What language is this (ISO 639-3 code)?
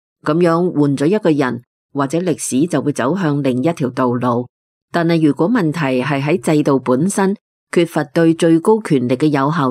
yue